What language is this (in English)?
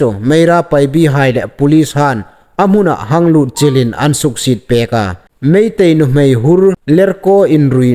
Hmar